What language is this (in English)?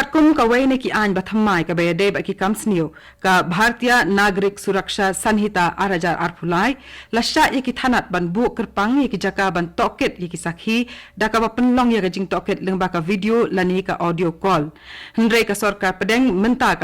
Khasi